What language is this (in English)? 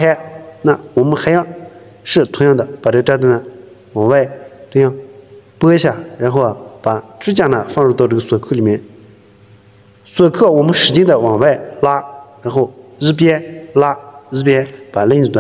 Chinese